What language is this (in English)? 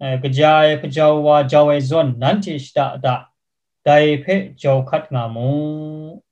Kachin